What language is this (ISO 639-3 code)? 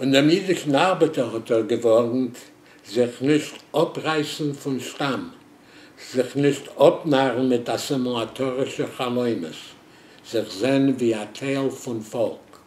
yid